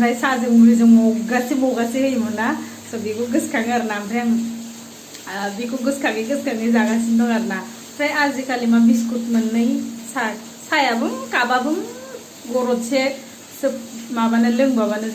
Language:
Bodo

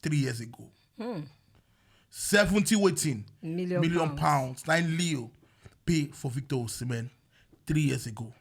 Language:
Nigerian Pidgin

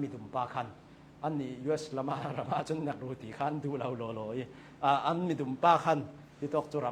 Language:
Hakha Chin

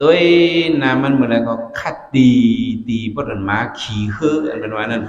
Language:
Shan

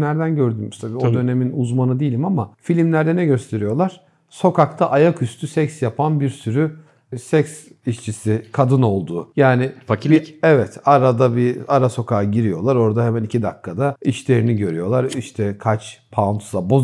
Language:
Turkish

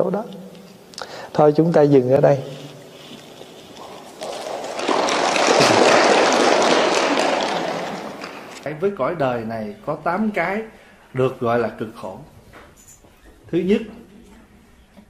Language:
Vietnamese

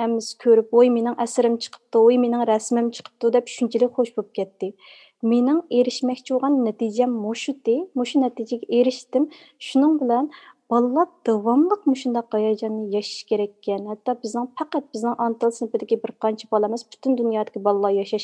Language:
Uyghur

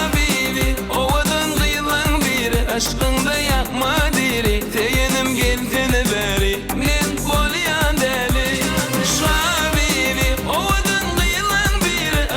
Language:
Turkmen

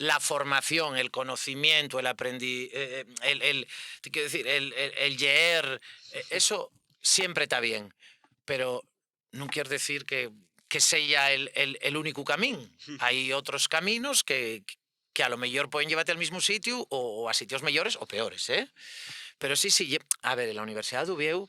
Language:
Asturian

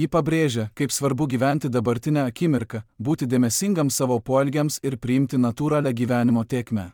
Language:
Lithuanian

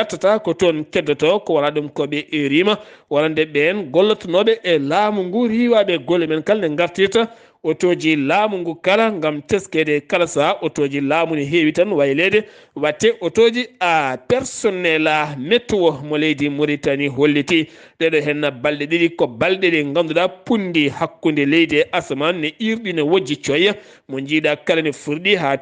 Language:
Fula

